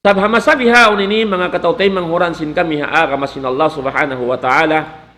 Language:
Tausug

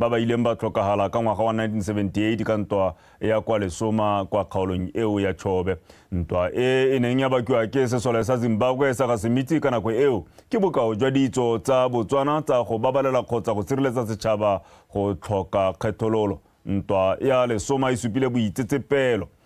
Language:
Tswana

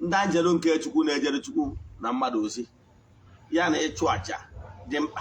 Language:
Igbo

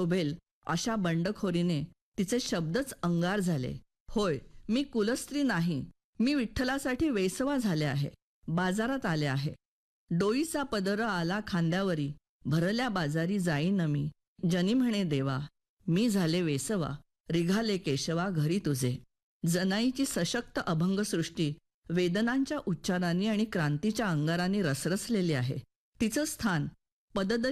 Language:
Marathi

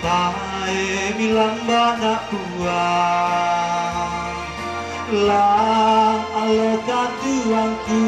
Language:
Toraja-Sa'dan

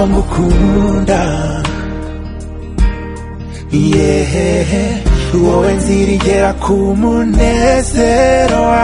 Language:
Kinyarwanda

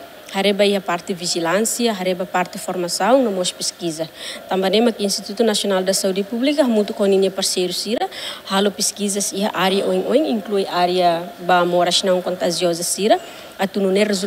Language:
Tetum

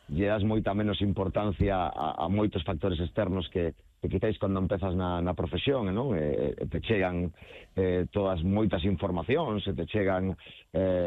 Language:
Galician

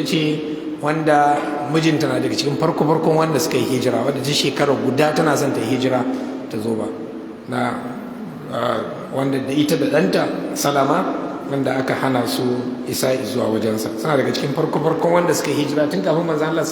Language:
Hausa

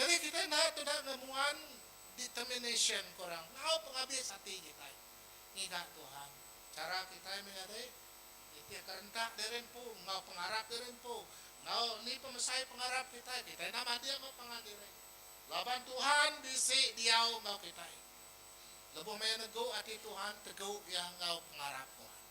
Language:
Iban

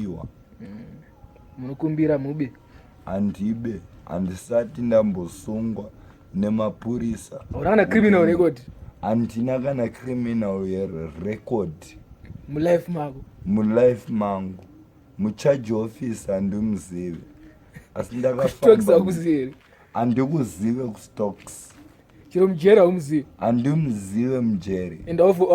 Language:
Shona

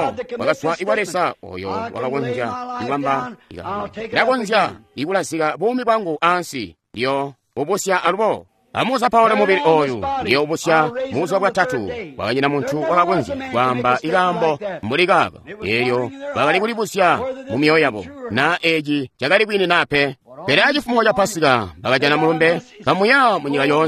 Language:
Tonga (Zambia)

